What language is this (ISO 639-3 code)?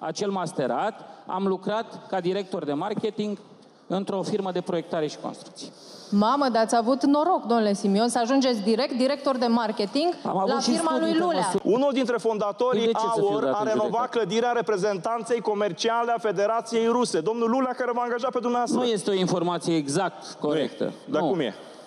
ron